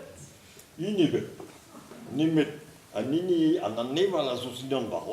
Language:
Breton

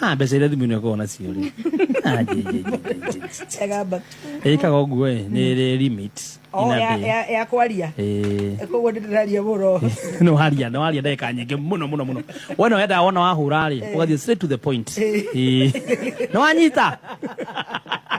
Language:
Kikuyu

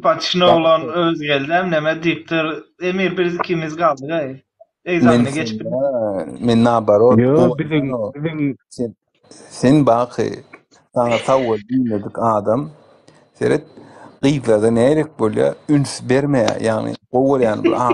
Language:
Turkmen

